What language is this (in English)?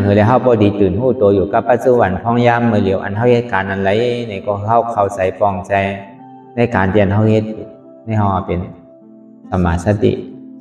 Shan